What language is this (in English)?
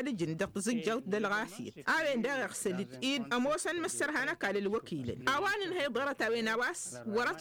Tamasheq